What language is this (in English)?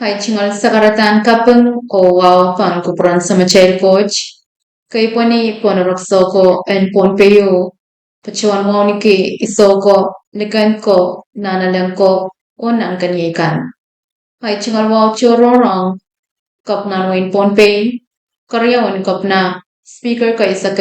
Pohnpeian